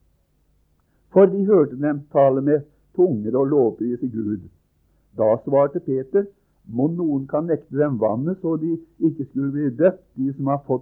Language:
Norwegian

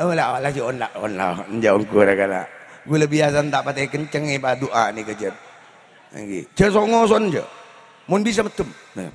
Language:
Madurese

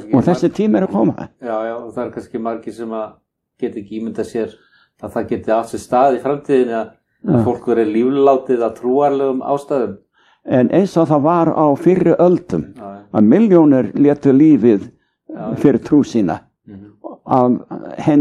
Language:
Icelandic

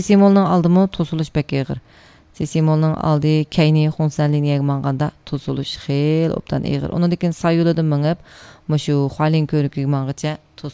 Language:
Uyghur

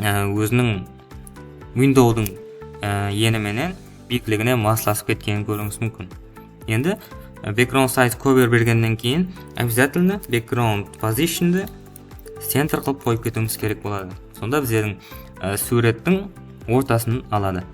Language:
Kara-Kalpak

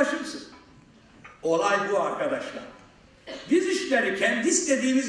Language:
Turkish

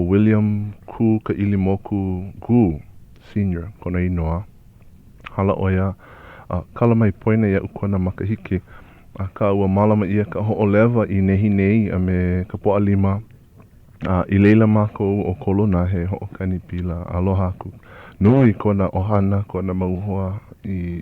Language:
Hawaiian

